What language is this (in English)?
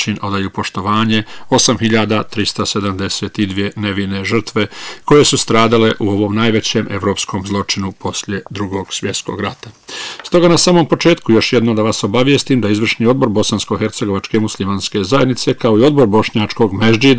Bosnian